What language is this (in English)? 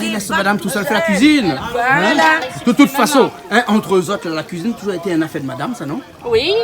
Réunion Creole French